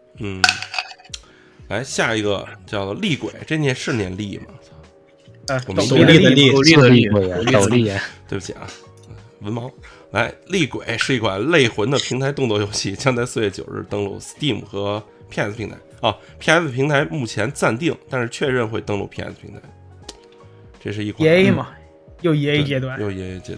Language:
Chinese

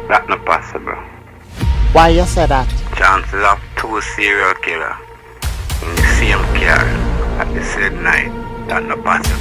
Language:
Jamaican Creole English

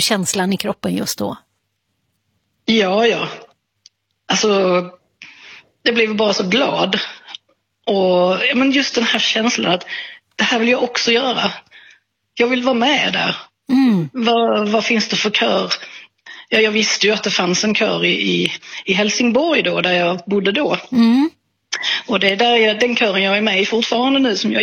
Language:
Swedish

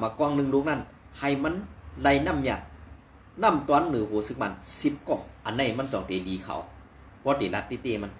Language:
Shan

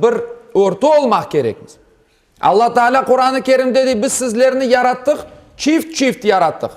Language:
Crimean Tatar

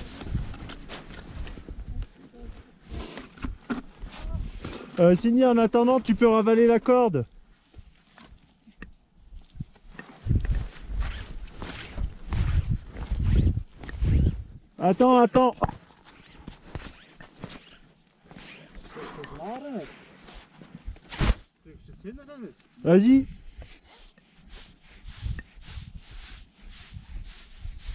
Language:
French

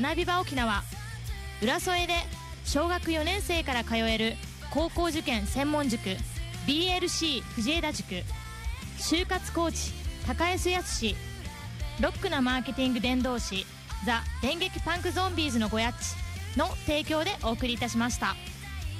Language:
Japanese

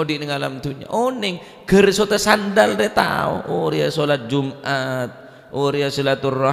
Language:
Madurese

